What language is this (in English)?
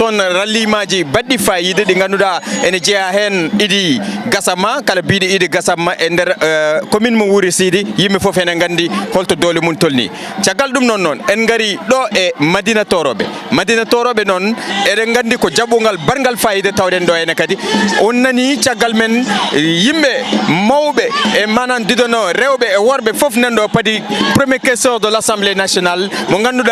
Fula